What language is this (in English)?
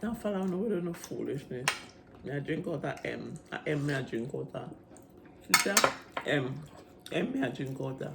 Jamaican Creole English